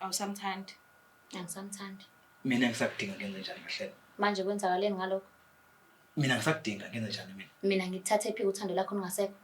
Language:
Zulu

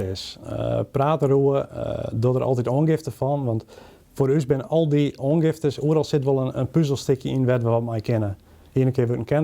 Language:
Western Frisian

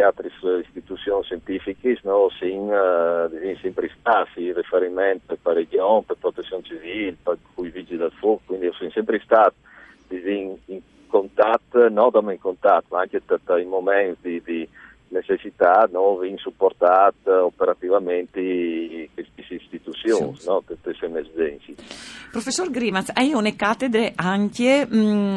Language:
Friulian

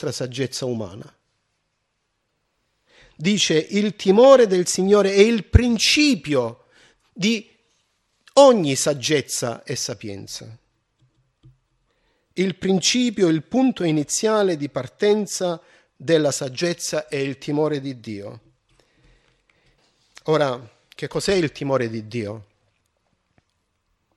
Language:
Italian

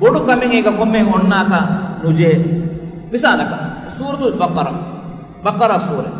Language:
Divehi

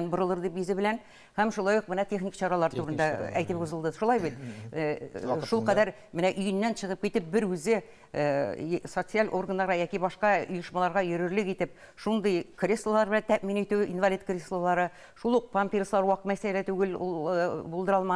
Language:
Tatar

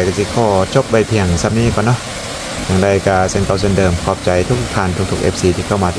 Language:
Lao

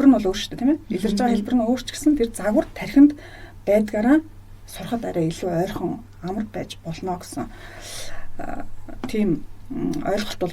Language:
Mongolian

